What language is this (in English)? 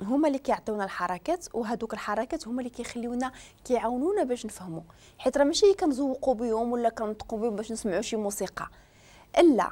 Moroccan Arabic